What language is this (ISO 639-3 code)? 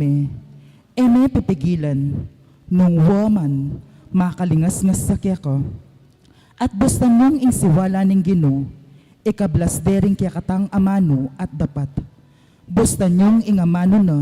pam